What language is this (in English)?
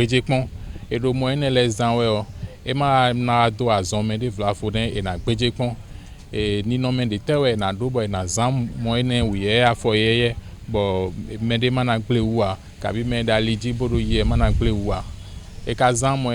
Fon